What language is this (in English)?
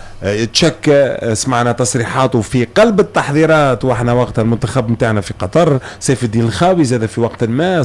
Tunisian Arabic